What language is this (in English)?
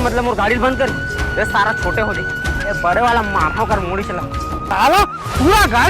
Chhattisgarhi